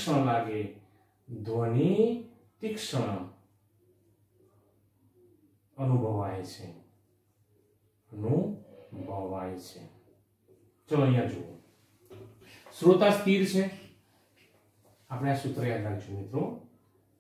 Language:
Gujarati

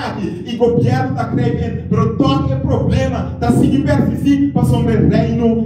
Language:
Papiamento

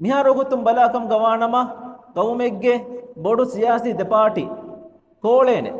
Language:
Divehi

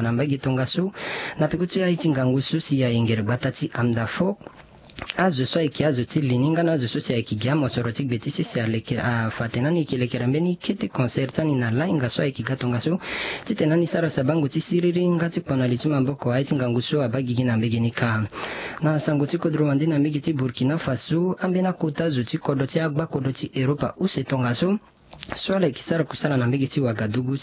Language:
Sango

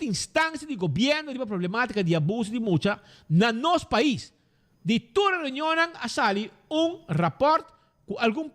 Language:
Papiamento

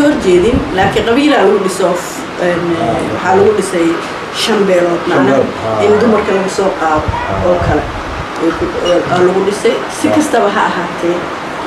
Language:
Somali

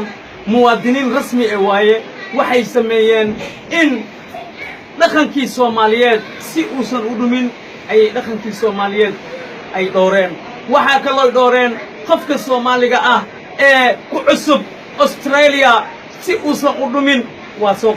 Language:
Somali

